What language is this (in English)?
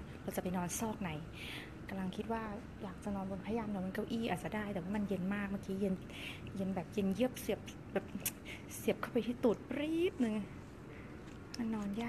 Thai